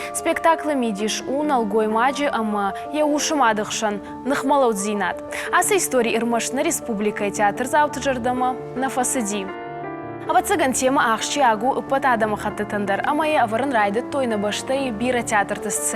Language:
Ossetic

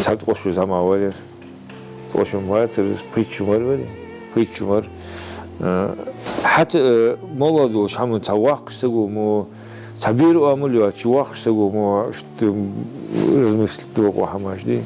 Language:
Ingush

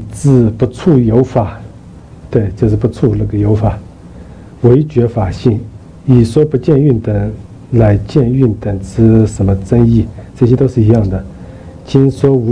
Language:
Chinese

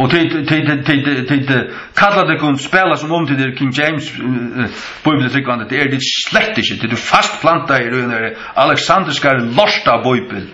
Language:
Faroese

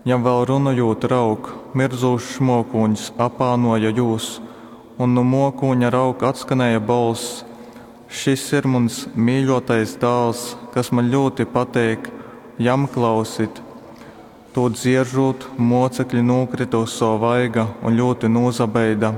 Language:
Latgalian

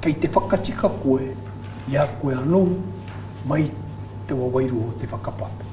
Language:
Māori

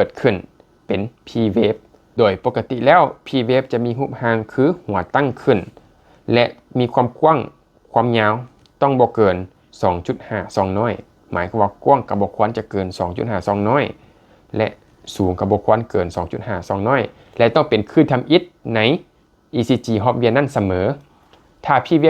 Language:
Lao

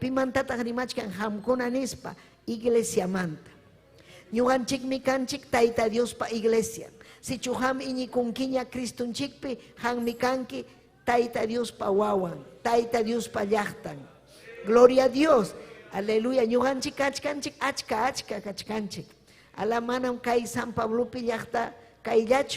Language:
Ayacucho Quechua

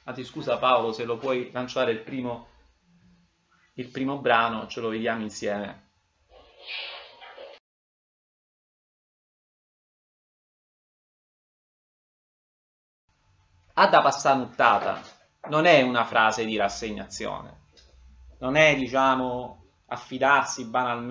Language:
Italian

